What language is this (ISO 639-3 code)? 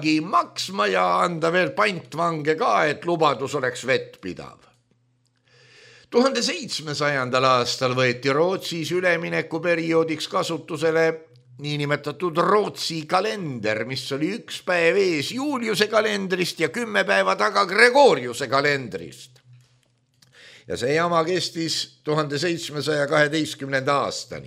est